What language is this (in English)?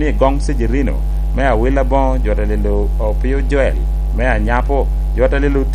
Lango (Uganda)